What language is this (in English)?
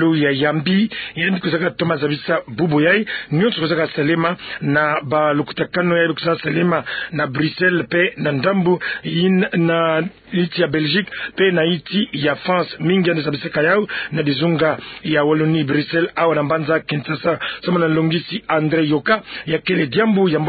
Kituba (Democratic Republic of Congo)